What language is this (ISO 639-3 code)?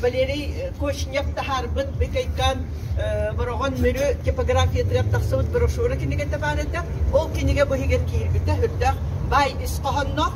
sah